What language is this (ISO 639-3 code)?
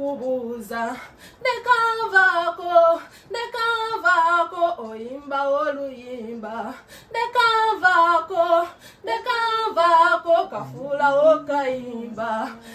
lug